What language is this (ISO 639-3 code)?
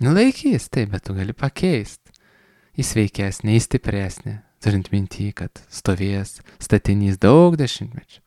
lit